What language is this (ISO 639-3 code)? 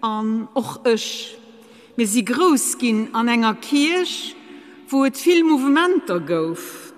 ltz